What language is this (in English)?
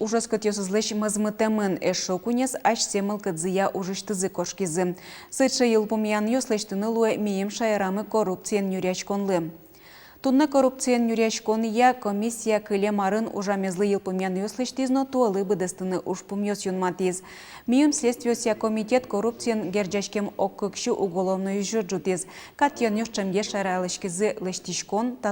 Udmurt